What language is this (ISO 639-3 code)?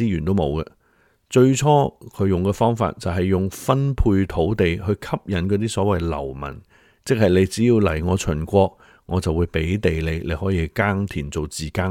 yue